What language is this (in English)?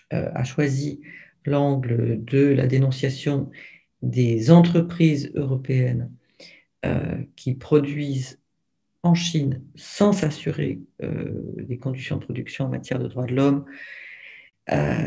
French